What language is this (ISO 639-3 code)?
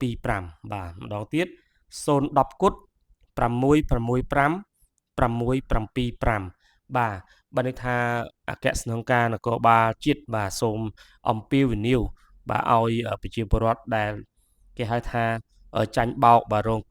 khm